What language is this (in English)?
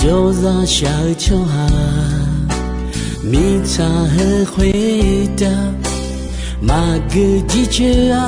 Akha